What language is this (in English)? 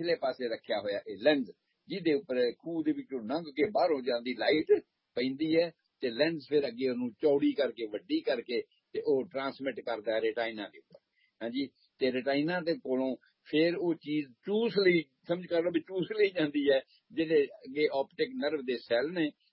Punjabi